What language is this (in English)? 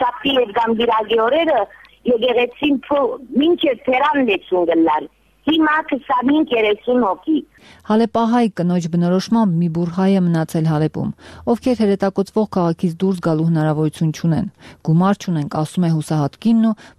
Armenian